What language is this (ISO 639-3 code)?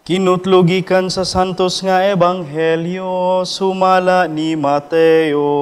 ceb